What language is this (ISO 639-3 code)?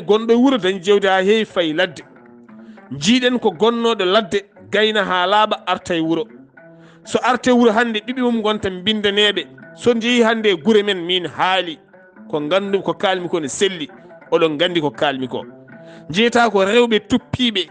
ful